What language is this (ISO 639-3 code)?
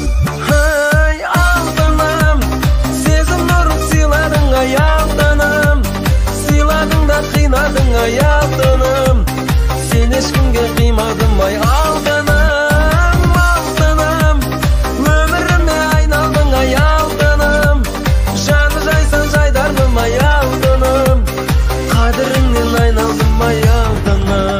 kaz